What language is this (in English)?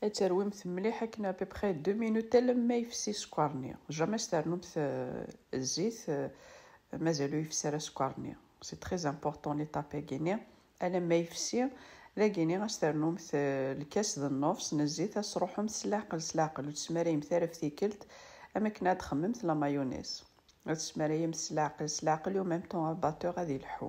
Kabyle